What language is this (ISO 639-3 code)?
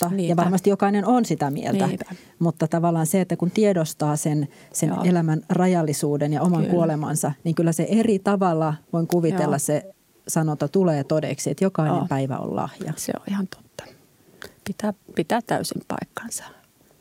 fin